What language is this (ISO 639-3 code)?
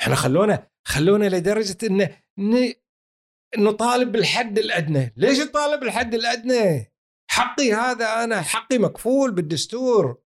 afb